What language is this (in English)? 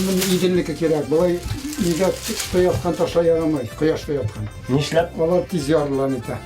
Bashkir